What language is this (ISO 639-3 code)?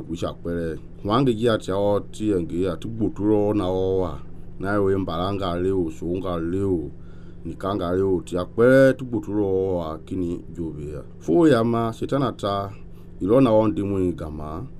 men